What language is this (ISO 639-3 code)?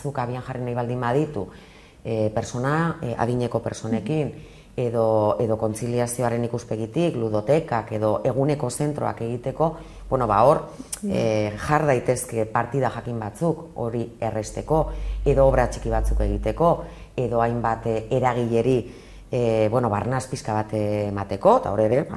eus